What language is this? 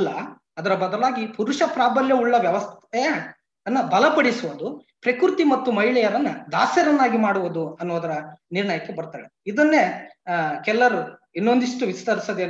Kannada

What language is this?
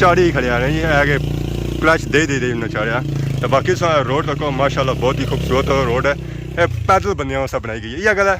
Pahari-Potwari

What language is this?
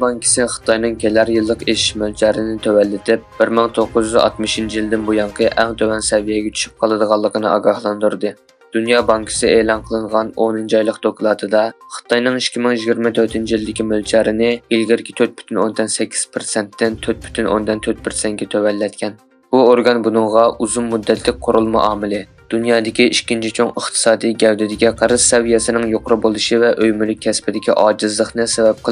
Uyghur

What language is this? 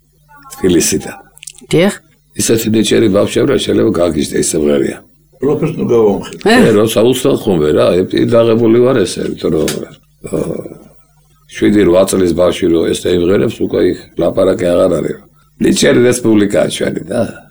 Georgian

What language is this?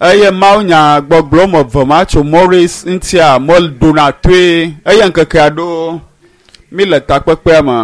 Ewe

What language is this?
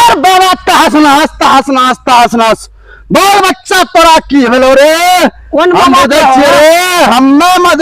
Maithili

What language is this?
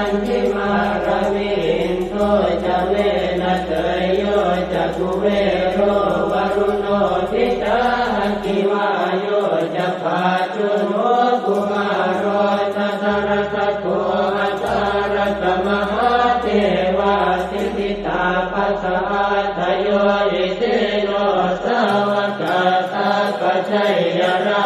Pali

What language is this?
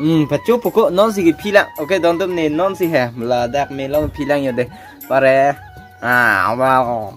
Karbi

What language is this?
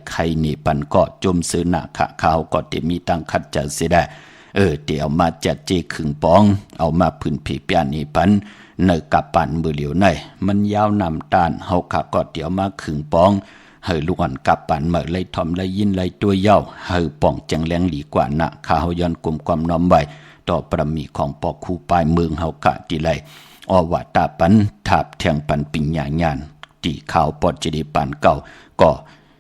Shan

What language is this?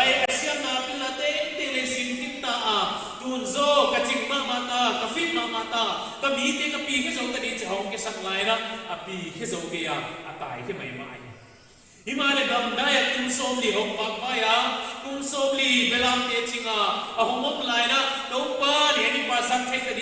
Paite Chin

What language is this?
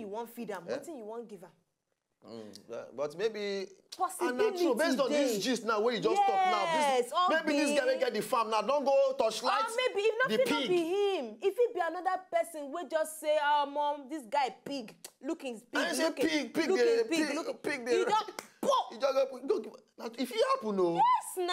Nigerian Pidgin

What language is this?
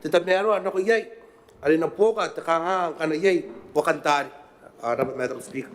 Gilbertese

